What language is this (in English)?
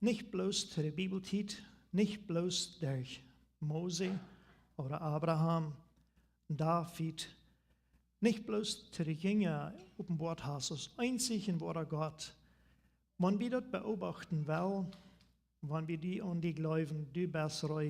Plautdietsch